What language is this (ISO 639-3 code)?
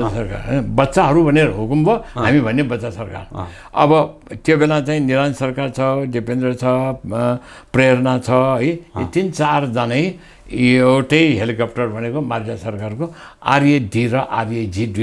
nep